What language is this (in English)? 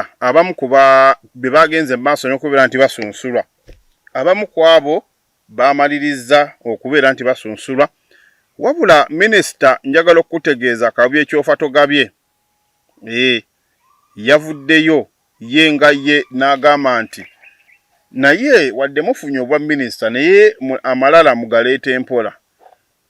Ganda